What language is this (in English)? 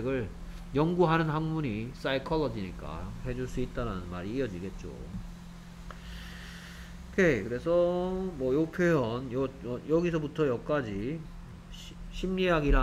Korean